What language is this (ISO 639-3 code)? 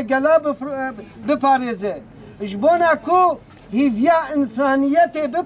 kur